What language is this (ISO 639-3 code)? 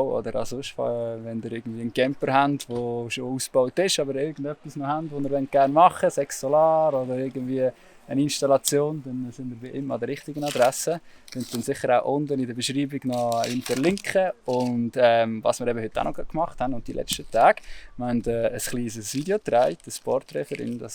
gsw